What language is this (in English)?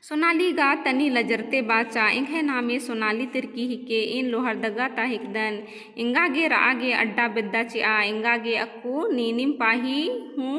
Kurukh